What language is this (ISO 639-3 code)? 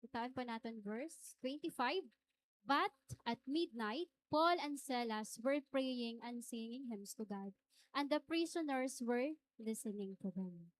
war